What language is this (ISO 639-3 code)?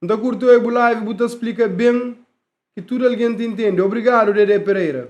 kea